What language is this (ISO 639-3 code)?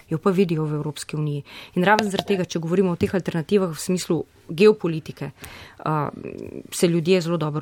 slv